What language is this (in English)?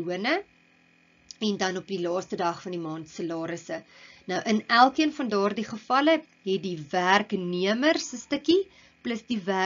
Afrikaans